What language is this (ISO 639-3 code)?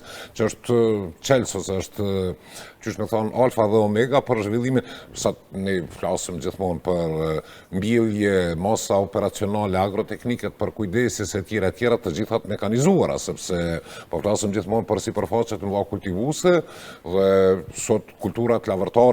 sqi